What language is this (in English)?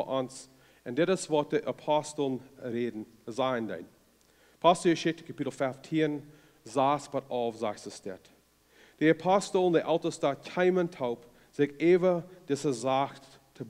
Plautdietsch